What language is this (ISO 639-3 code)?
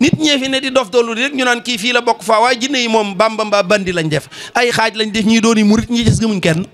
wol